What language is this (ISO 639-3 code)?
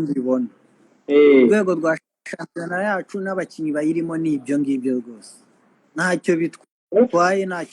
kin